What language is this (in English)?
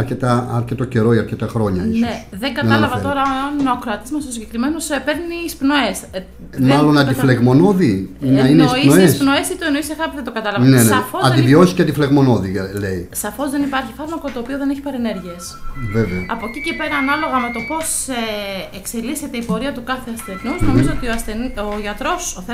Greek